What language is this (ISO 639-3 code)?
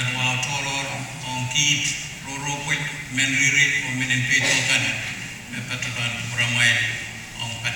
pon